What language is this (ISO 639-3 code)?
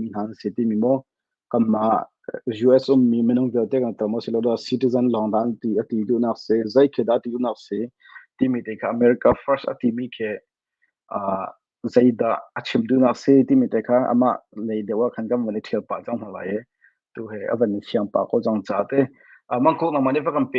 cnh